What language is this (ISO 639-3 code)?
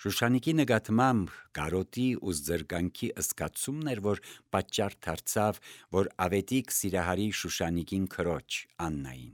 hye